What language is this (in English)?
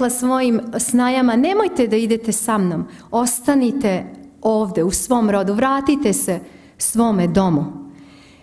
Serbian